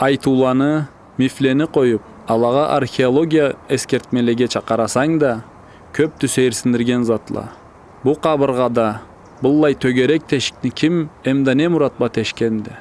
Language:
Karachay-Balkar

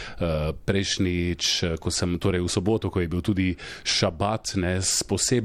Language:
Slovenian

